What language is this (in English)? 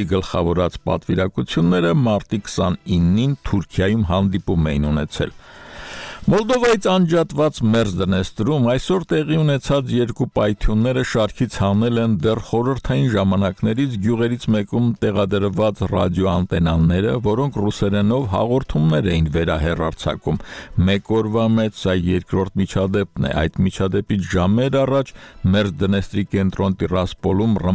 Armenian